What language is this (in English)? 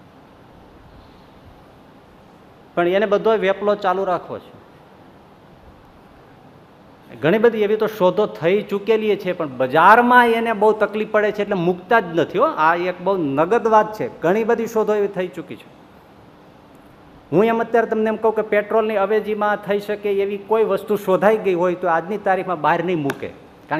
Gujarati